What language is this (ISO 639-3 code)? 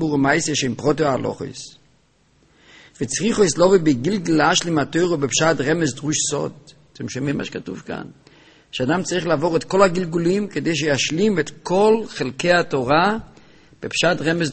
heb